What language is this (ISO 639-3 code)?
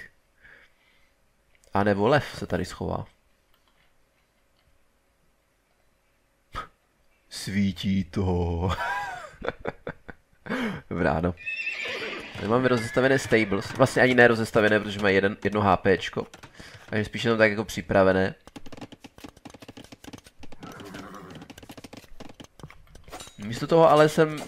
ces